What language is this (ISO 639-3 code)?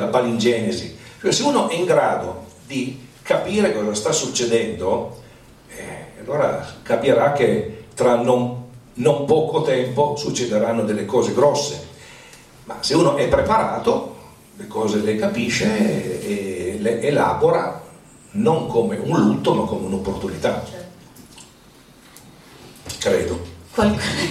ita